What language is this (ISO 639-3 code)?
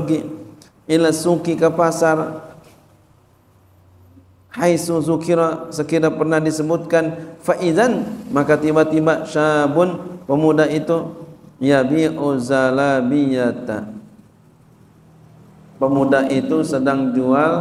ind